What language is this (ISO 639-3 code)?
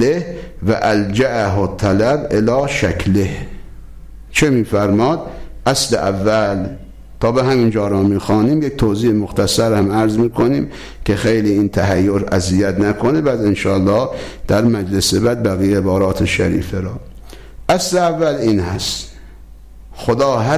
fas